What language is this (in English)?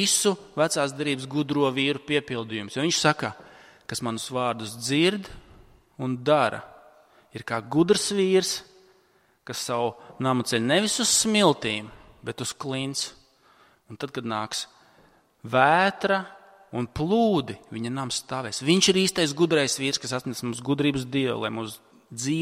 Latvian